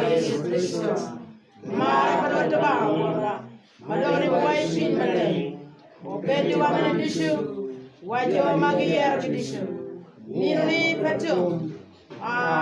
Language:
Acoli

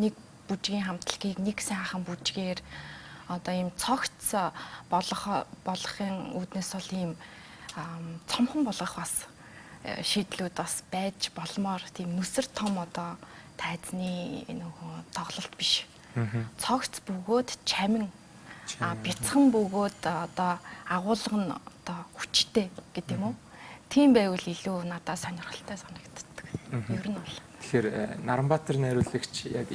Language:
Mongolian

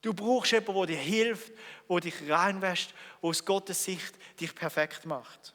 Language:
Swiss German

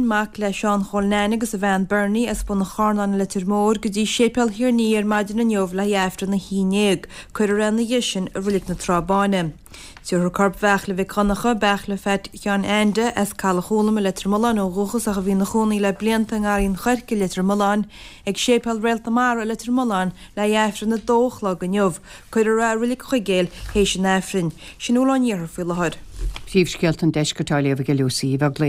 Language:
Irish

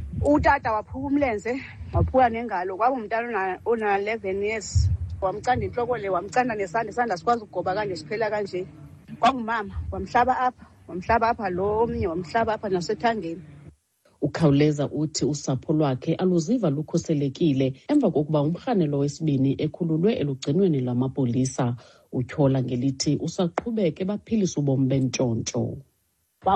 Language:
Xhosa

